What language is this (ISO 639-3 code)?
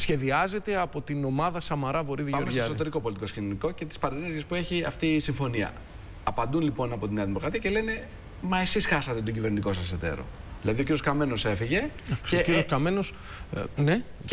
ell